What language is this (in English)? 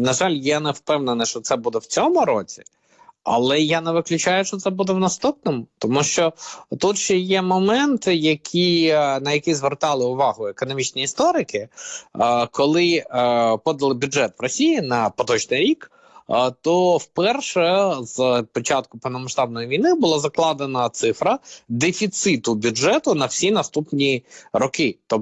Ukrainian